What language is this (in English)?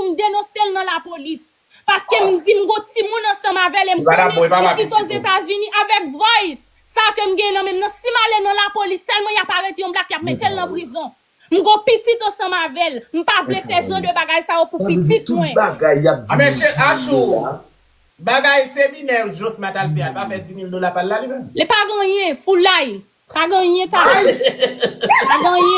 Haitian Creole